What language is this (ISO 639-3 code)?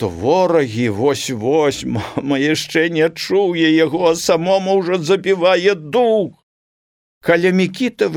bel